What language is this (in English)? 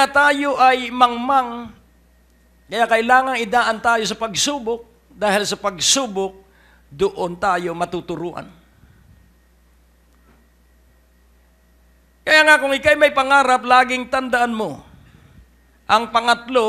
Filipino